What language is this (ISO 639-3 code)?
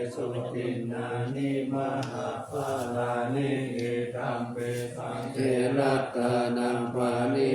pli